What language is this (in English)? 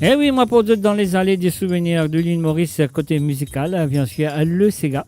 Morisyen